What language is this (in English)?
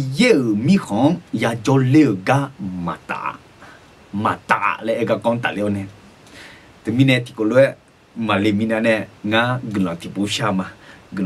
Akha